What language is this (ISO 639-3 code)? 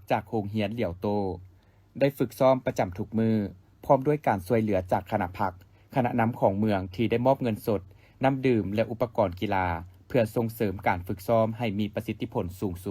lao